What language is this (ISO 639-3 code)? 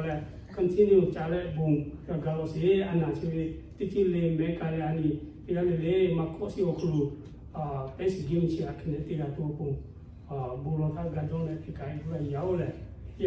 lhu